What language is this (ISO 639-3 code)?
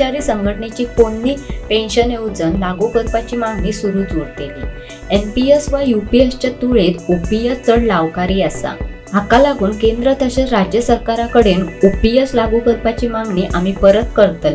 kok